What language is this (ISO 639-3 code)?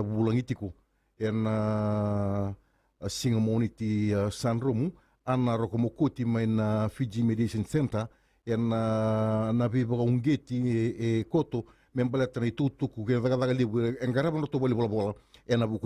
fij